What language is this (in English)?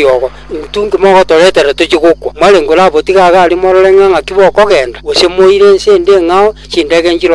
Gusii